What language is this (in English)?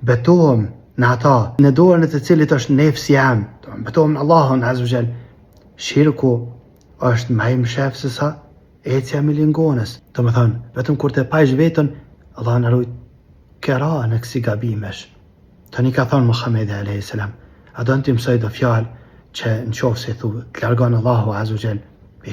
Albanian